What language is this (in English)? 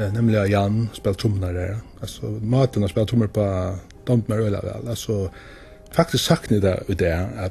Faroese